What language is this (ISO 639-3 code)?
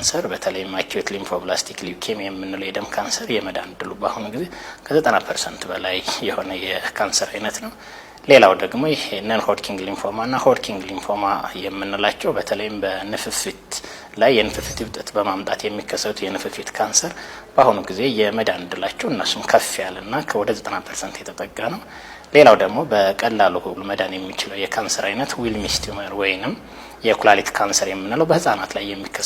amh